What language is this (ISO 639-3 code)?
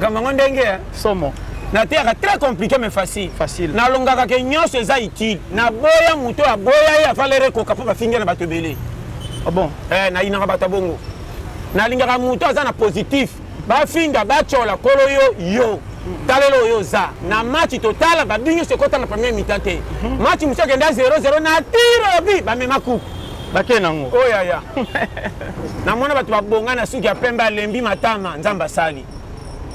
lin